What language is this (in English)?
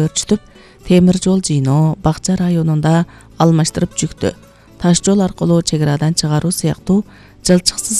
Kyrgyz